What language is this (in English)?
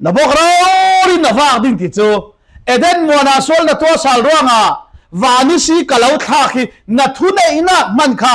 Falam Chin